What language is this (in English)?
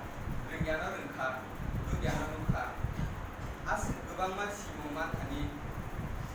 Kok Borok